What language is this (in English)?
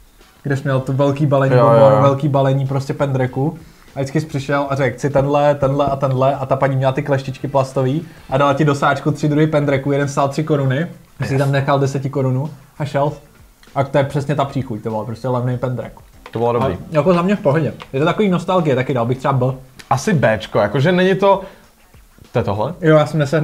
Czech